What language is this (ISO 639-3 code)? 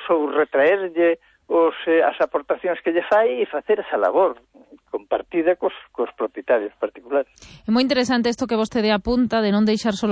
glg